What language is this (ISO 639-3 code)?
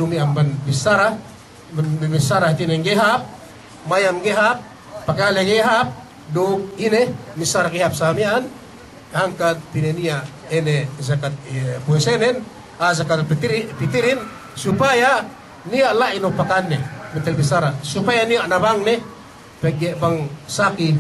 yka